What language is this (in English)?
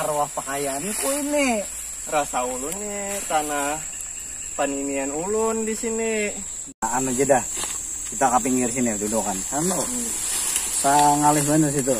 Banjar